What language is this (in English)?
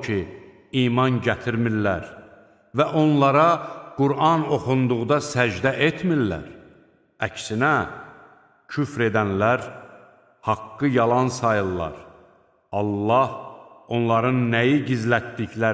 Azerbaijani